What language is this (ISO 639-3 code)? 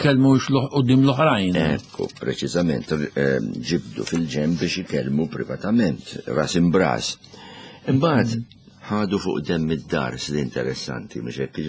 mlt